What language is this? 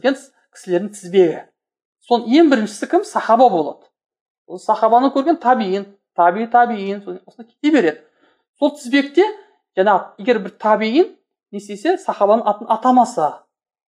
Kazakh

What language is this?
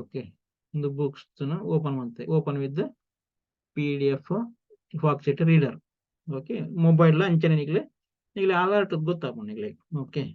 Tulu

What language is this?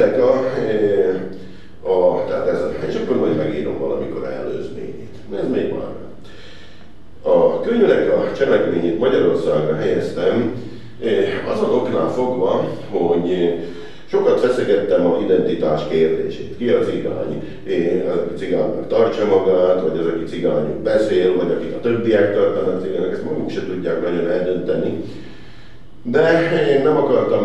Hungarian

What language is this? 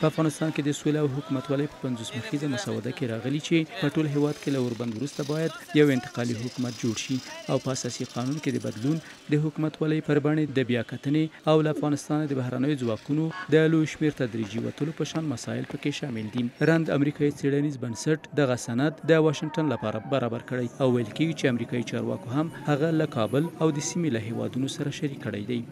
Pashto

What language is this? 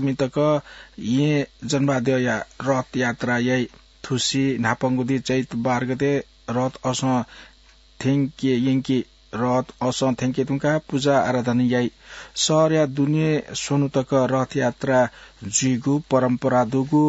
Newari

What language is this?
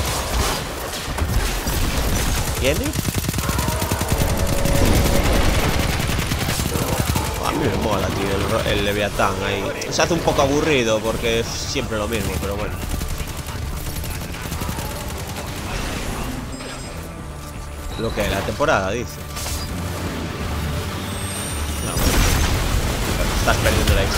Spanish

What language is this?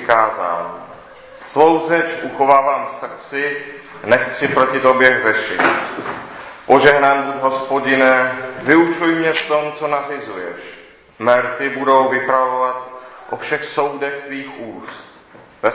Czech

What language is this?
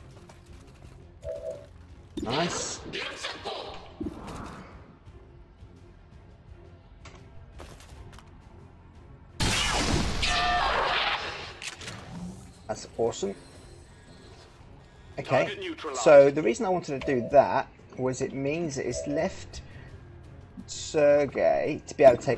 English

